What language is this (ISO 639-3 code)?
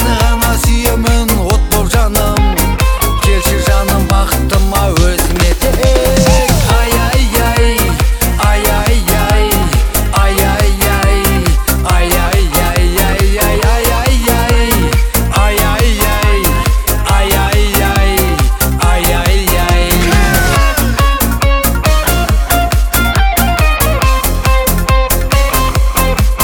kaz